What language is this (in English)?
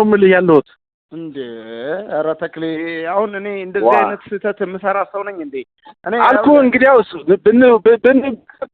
Amharic